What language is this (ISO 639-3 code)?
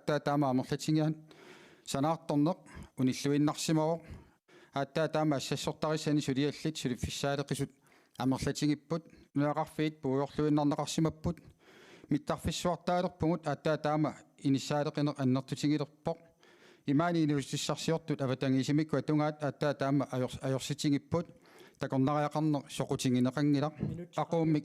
kal